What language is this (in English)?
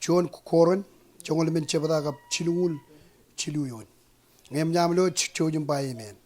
Marshallese